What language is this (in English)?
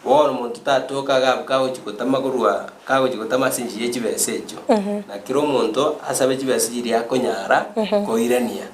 Gusii